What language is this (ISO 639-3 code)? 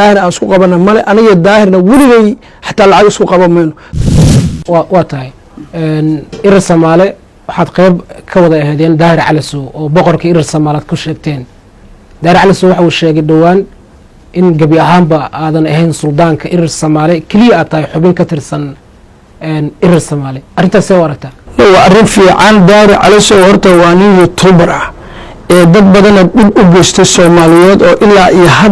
som